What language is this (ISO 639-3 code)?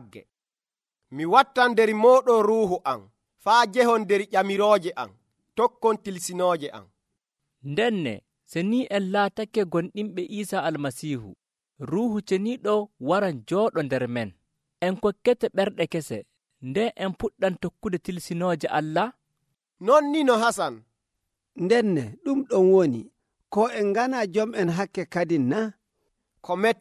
fuv